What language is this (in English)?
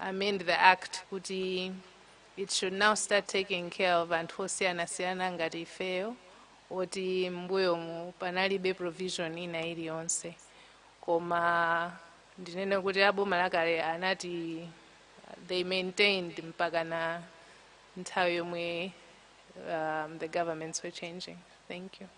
Nyanja